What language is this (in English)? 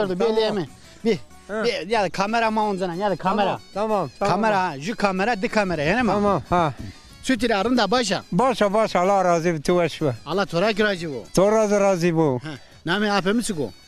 Zaza